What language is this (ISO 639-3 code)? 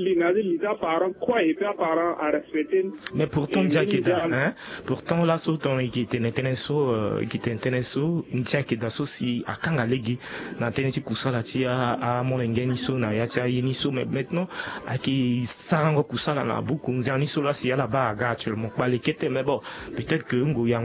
sag